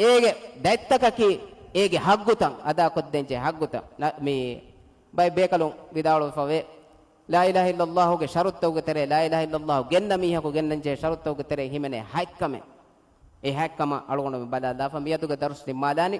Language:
Divehi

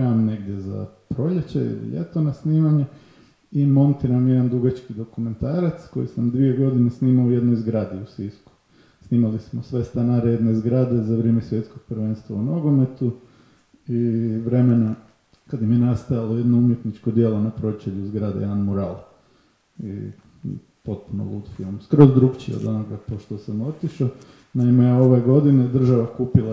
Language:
Croatian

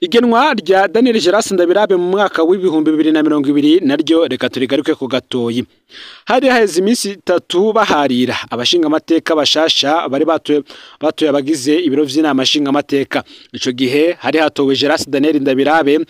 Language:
Rundi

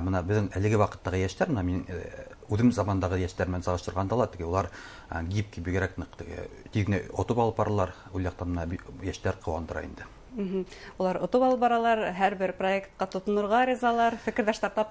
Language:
Bashkir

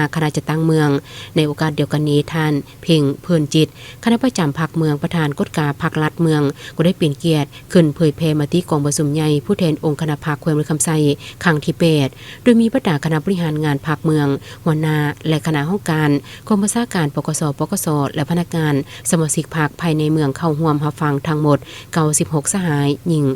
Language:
Lao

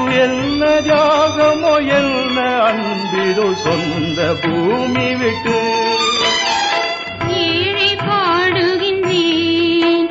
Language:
Tamil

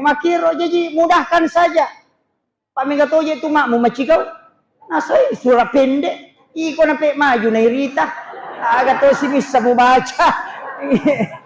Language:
Buginese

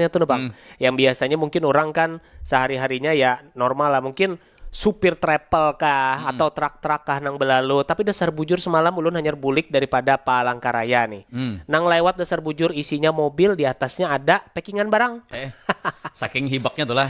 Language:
Banjar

